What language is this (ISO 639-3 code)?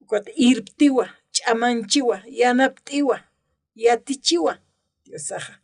aym